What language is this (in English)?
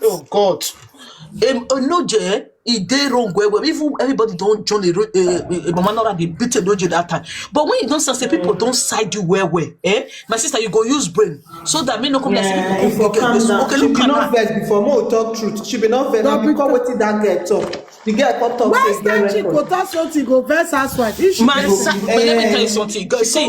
Nigerian Pidgin